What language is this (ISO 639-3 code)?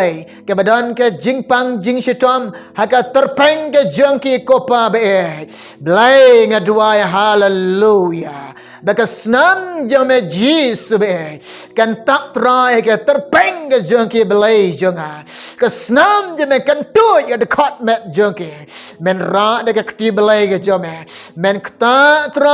kha